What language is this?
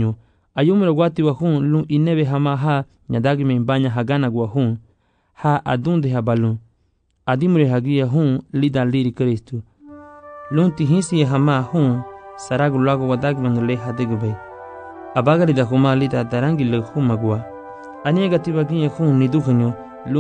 Garifuna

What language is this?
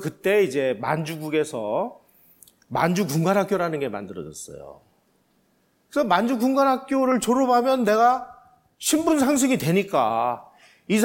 Korean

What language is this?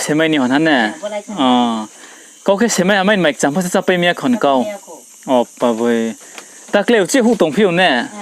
Riang (India)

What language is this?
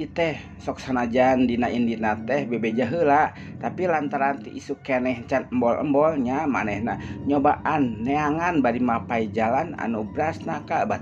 Sundanese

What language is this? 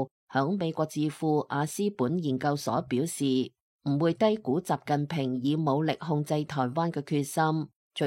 Cantonese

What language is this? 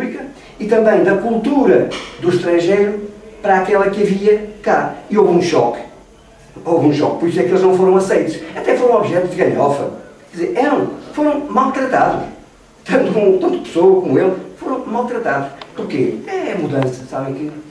Portuguese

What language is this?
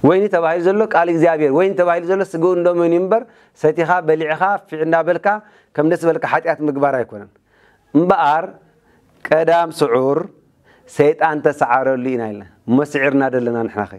Tigrinya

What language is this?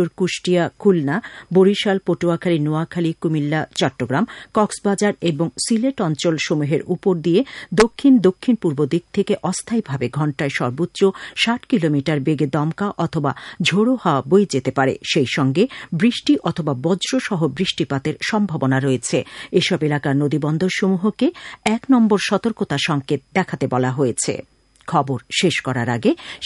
Bangla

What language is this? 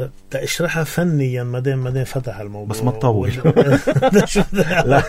North Levantine Arabic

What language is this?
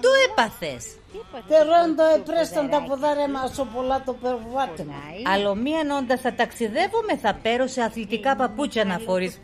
Pontic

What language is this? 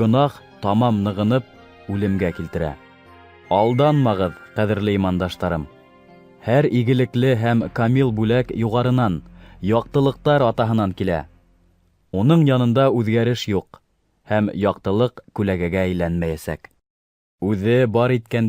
Bashkir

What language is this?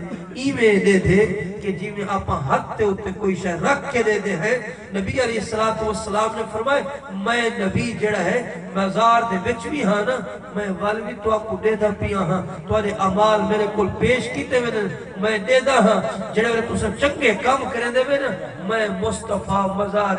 Saraiki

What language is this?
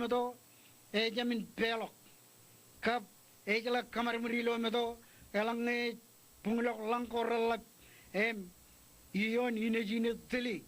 Marshallese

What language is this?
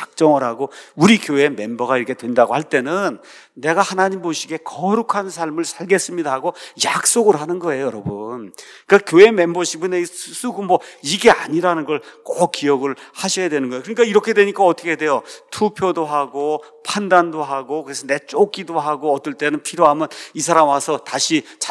Korean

